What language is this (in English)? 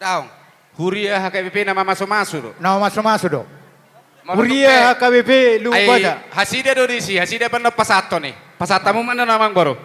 Batak Toba